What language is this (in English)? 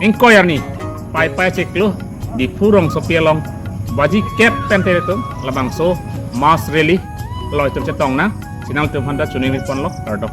Karbi